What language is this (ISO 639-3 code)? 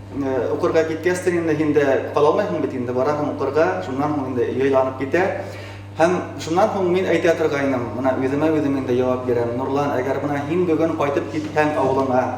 bak